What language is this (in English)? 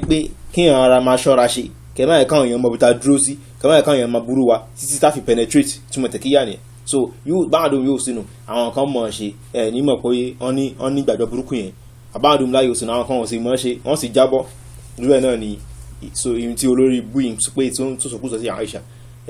Yoruba